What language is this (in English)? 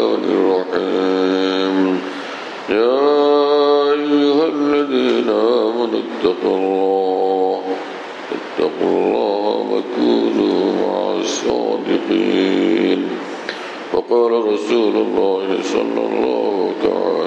Bangla